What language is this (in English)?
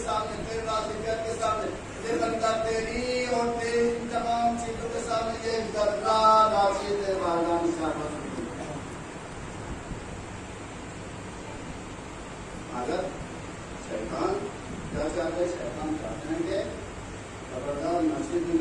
Urdu